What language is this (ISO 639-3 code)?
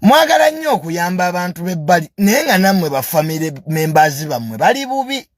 lug